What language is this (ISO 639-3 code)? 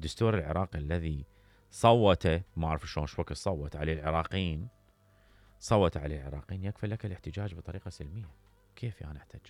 acm